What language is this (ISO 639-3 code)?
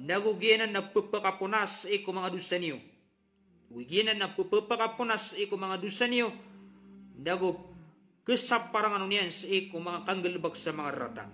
mrw